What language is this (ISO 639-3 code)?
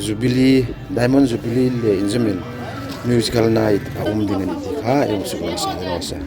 hmr